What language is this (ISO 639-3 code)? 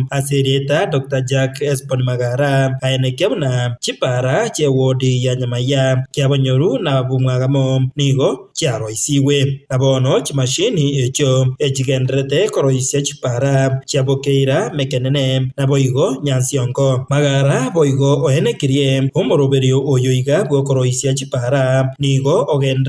guz